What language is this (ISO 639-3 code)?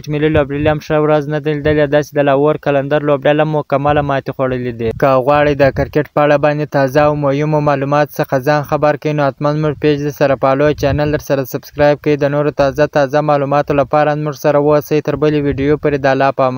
pus